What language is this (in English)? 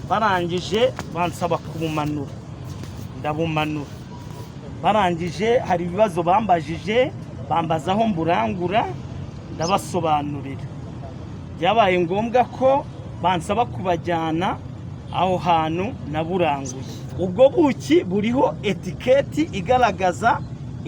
Kinyarwanda